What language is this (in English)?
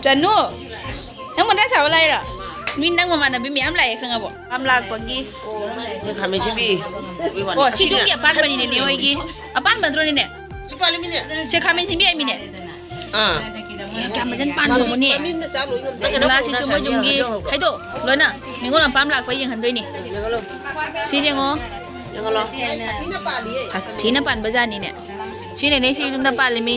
Manipuri